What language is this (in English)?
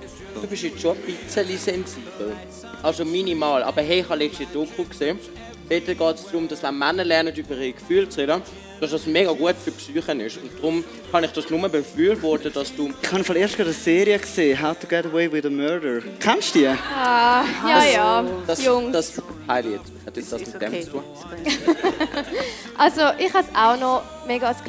Swiss German